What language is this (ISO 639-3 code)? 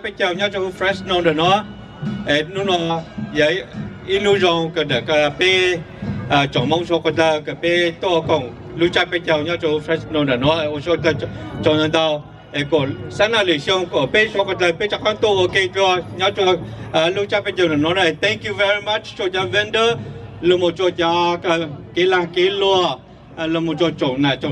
hmn